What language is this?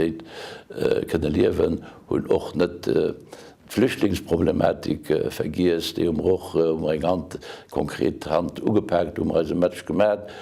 Luxembourgish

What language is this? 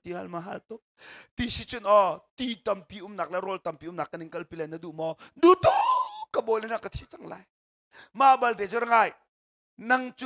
Hakha Chin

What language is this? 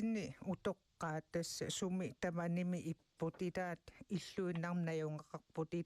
Kalaallisut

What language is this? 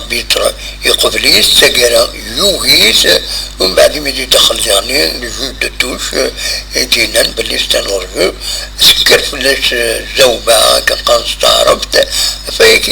Kabyle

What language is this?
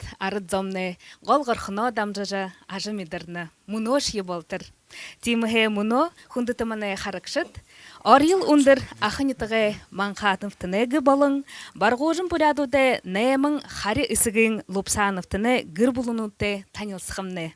Buriat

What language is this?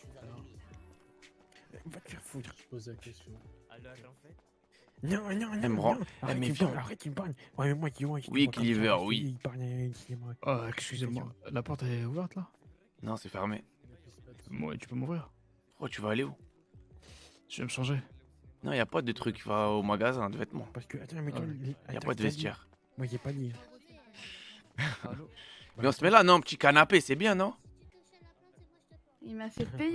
French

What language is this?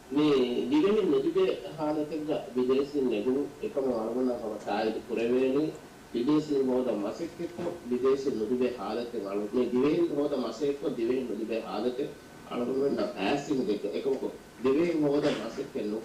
Divehi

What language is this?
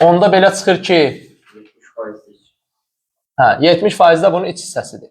Azerbaijani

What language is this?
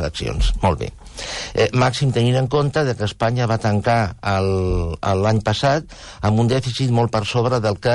Catalan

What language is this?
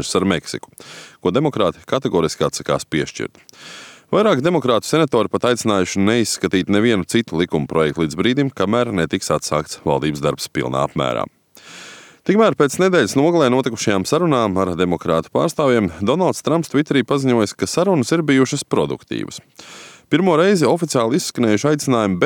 Latvian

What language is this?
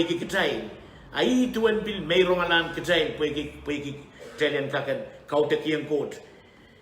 Pohnpeian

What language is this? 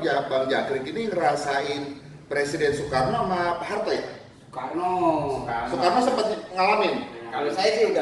Betawi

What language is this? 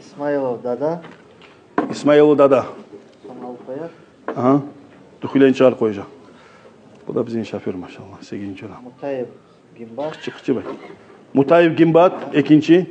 Kumyk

